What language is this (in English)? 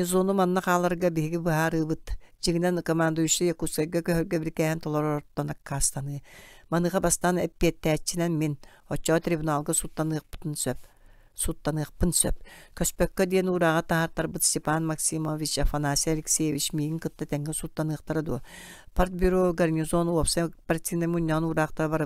Yakut